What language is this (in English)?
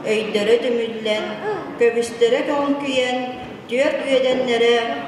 Yakut